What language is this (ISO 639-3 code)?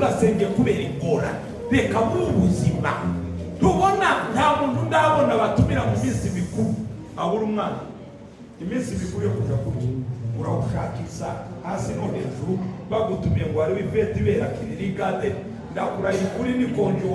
run